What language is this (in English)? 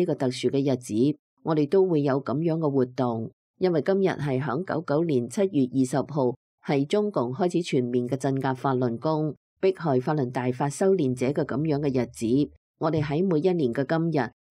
Cantonese